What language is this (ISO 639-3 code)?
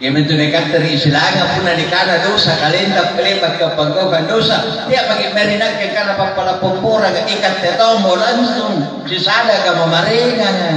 mak